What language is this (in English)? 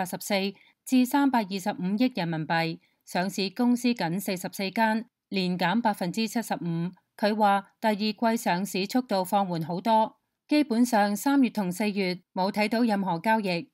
Cantonese